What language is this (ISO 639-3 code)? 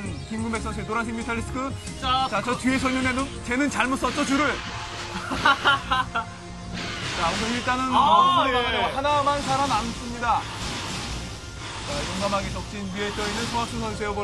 kor